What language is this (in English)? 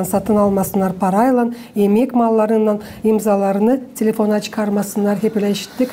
Gagauz